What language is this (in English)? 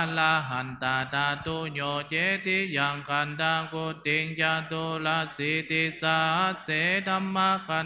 Pali